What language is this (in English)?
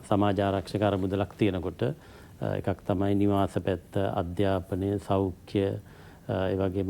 Sinhala